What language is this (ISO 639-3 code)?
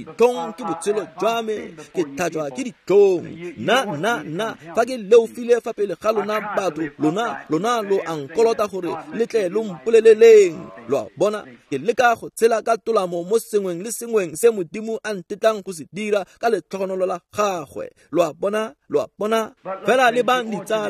tsn